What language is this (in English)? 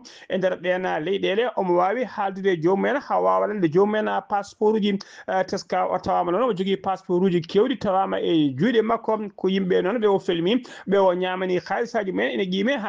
Fula